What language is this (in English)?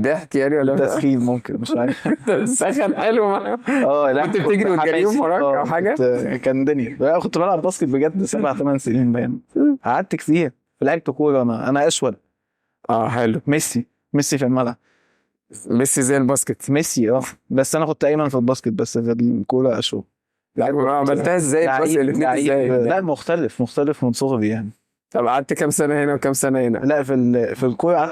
Egyptian Arabic